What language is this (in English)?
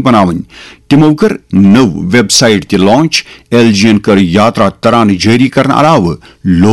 Kashmiri